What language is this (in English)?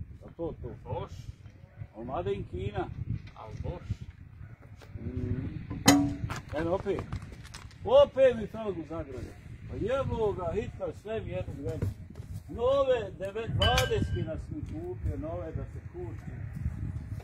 Croatian